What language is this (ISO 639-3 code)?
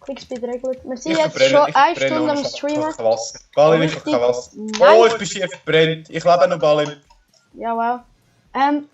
gsw